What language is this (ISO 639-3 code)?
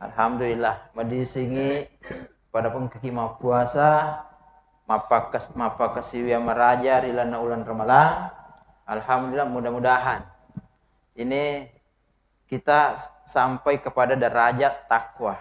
bug